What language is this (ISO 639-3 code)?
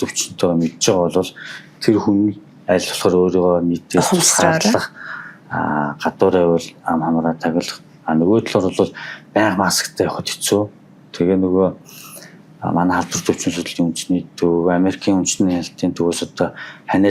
mon